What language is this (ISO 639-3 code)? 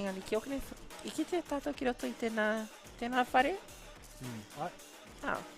mri